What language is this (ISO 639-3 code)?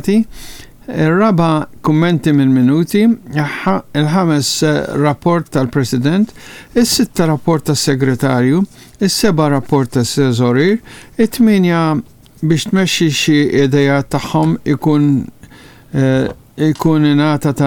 mlt